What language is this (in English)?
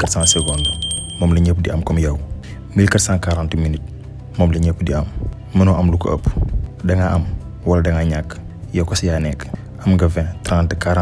Wolof